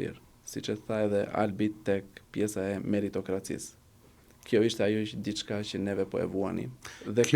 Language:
Albanian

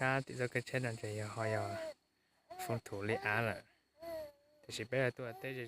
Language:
Hmong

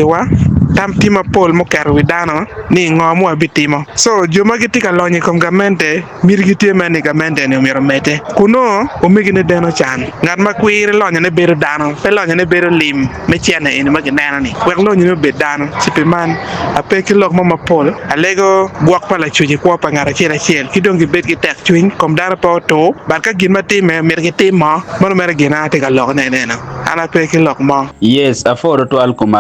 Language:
Acoli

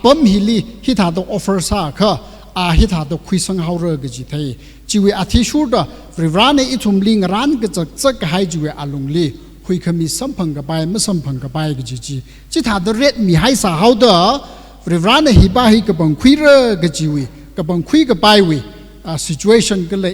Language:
Tangkhul Naga (India)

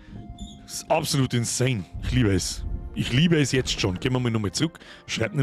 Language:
Bavarian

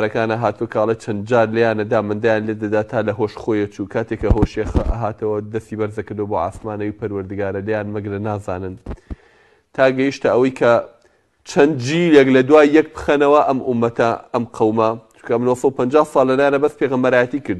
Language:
Central Kurdish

